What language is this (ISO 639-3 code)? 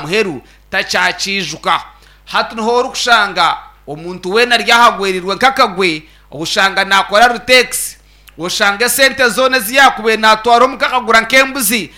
nyn